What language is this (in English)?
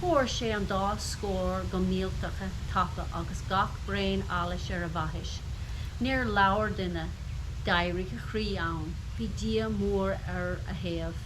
Irish